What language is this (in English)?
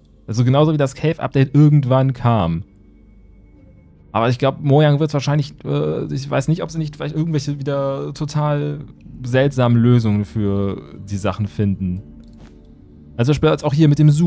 German